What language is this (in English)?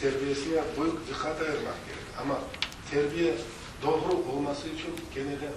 Crimean Tatar